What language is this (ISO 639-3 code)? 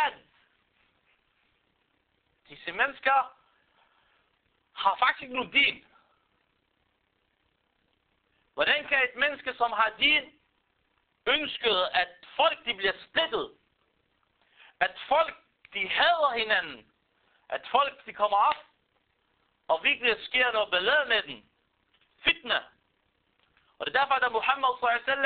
dan